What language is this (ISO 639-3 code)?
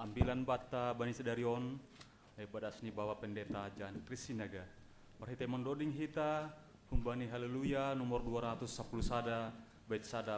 bts